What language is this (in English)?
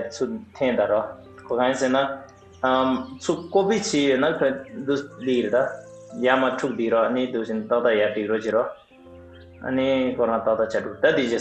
Tibetan